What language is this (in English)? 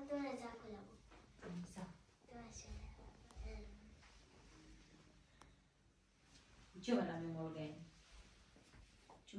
Punjabi